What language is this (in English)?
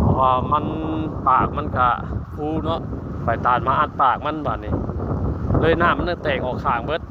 Northeastern Thai